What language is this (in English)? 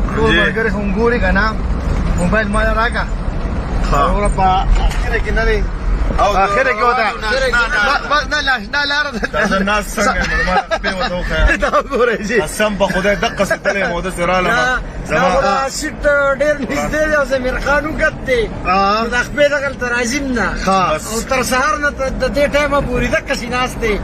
Pashto